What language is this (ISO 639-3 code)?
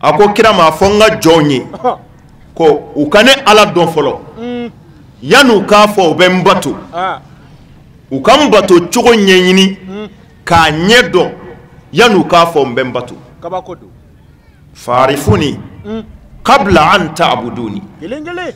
bam